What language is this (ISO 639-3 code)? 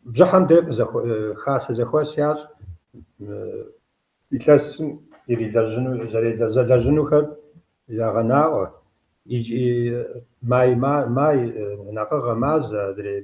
kbd